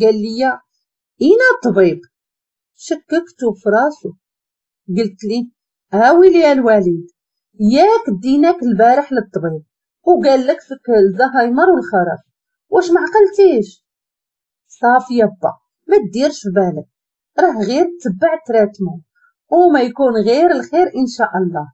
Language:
Moroccan Arabic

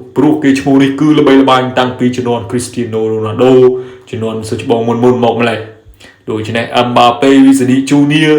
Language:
Khmer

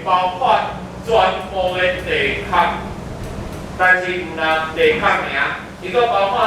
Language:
Min Nan Chinese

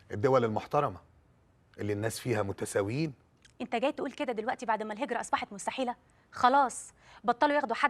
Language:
Egyptian Arabic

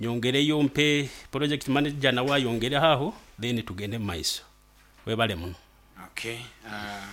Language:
Nyoro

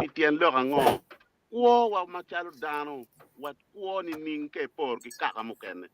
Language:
Acoli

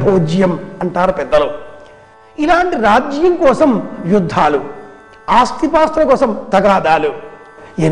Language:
Telugu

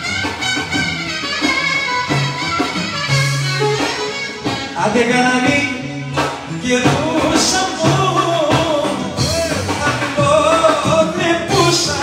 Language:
Greek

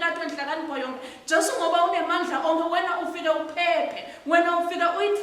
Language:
Swati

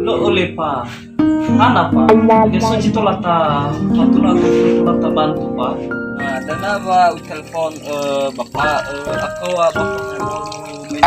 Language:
Nias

